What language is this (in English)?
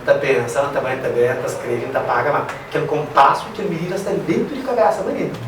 Kabuverdianu